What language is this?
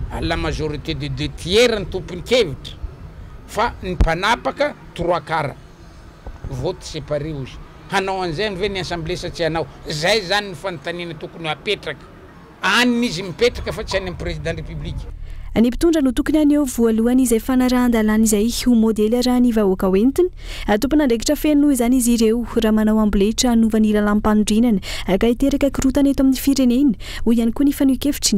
Malagasy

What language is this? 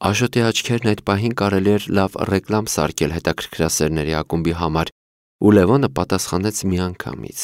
Armenian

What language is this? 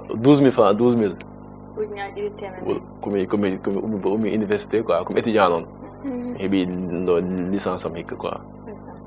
Fula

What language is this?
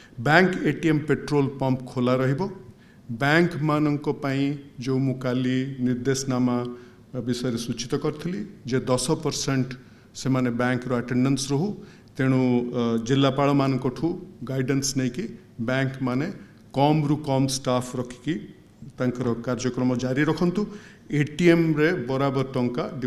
Odia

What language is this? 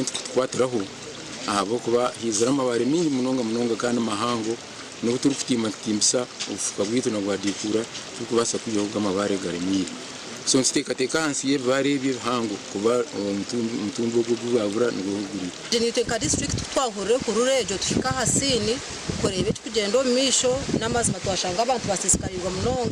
Nyankole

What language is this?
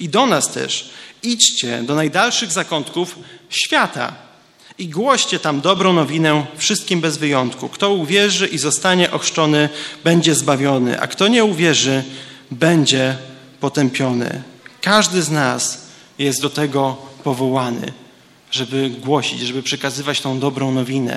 Polish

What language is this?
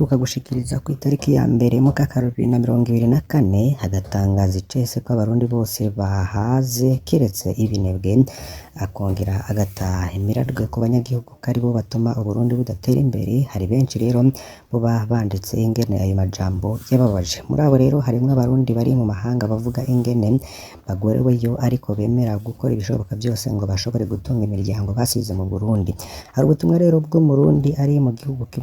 Rundi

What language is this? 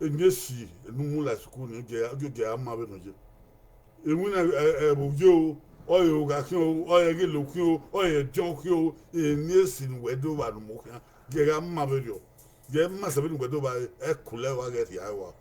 Bini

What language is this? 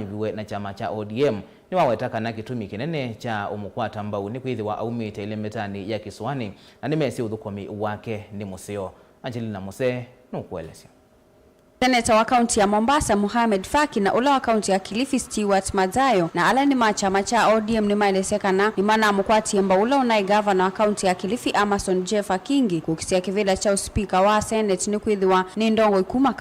Kamba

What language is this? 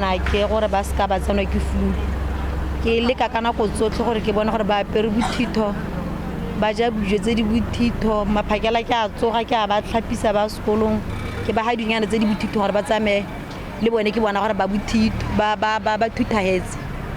Tswana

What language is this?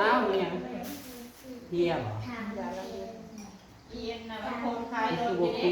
Northeastern Thai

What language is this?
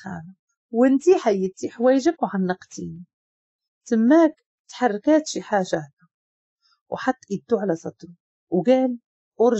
Moroccan Arabic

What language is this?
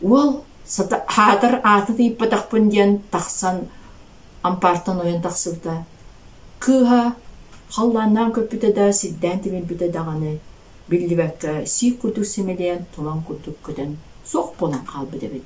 Yakut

